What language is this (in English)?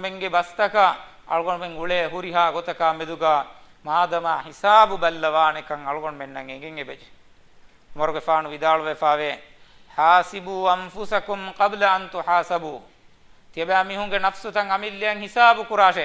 Divehi